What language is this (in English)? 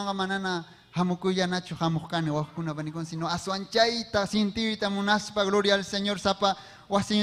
Ayacucho Quechua